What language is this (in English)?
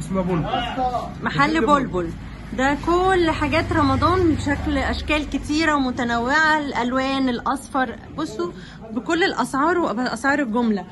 Egyptian Arabic